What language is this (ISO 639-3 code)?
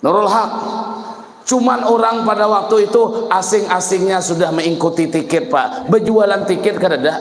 bjn